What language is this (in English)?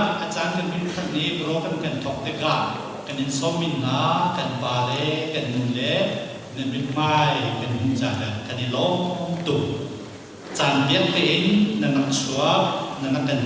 Hakha Chin